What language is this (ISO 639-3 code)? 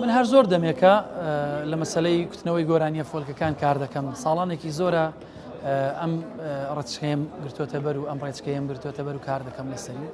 ckb